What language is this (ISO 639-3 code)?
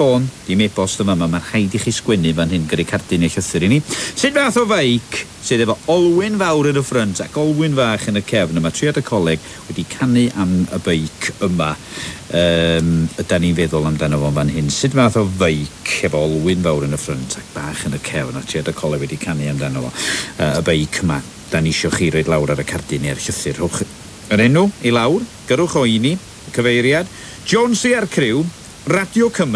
cym